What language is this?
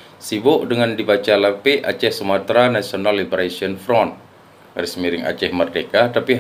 Achinese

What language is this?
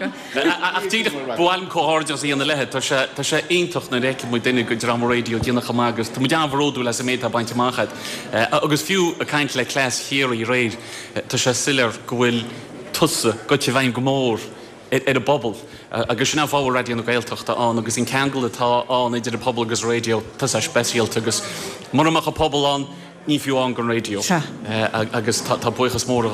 Irish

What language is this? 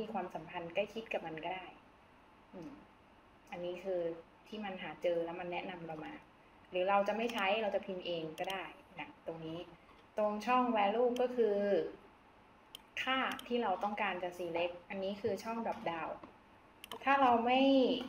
Thai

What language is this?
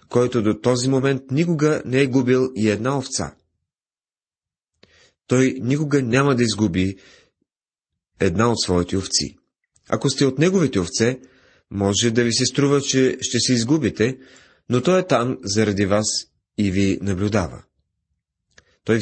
Bulgarian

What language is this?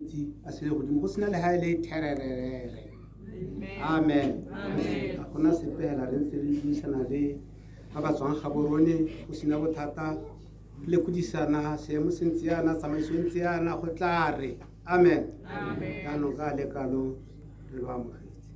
Tswana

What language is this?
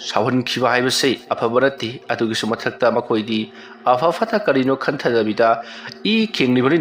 Manipuri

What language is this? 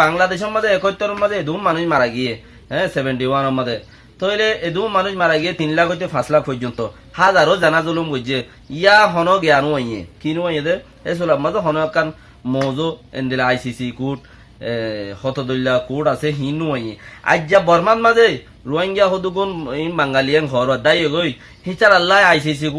Rohingya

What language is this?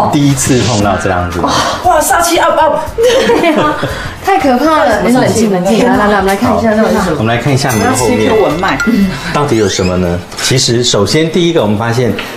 Chinese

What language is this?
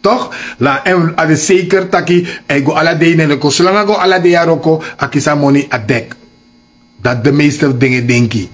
Sranan Tongo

